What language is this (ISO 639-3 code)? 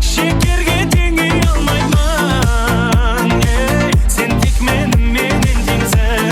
kaa